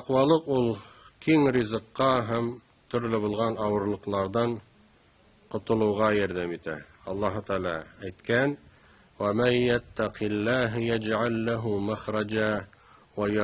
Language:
Tatar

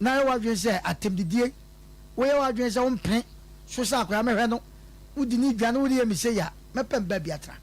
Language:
Akan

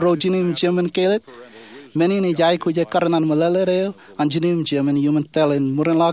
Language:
Marshallese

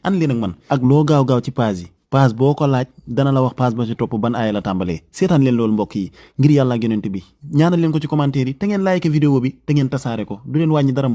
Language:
Wolof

